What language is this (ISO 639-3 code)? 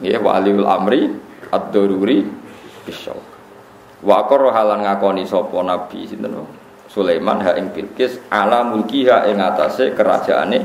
jav